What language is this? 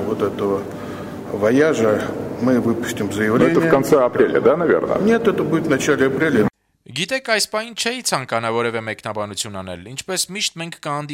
Armenian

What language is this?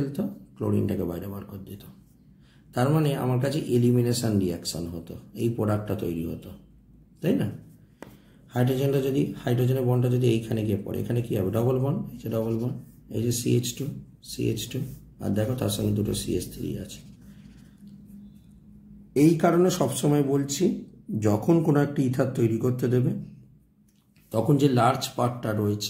Bangla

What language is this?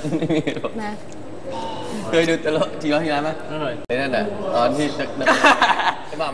Thai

